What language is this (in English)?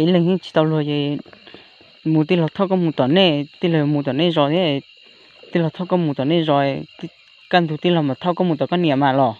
Hmong